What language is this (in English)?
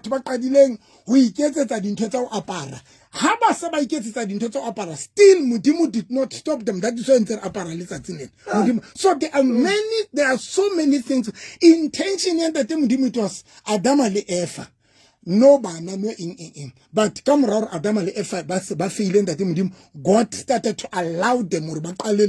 Southern Sotho